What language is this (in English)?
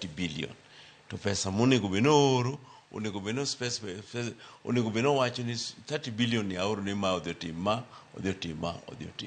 Luo (Kenya and Tanzania)